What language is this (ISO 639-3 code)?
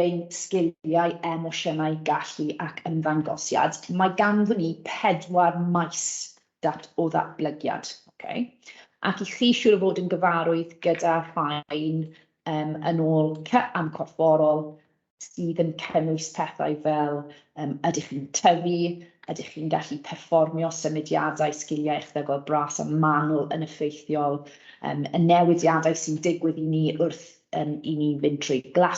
cym